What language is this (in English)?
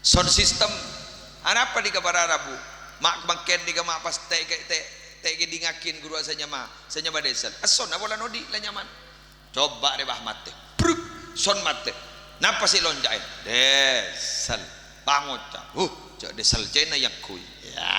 Madurese